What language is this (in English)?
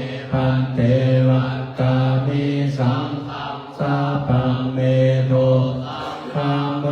Pali